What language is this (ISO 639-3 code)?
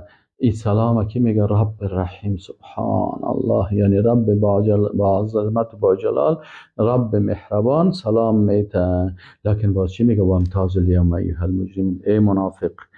fas